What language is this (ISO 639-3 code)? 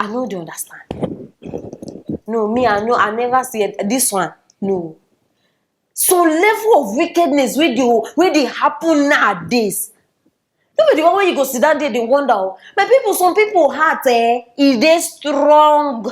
pcm